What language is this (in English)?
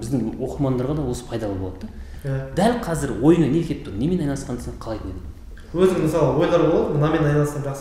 Kazakh